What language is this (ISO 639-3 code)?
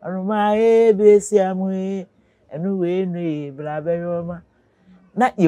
aka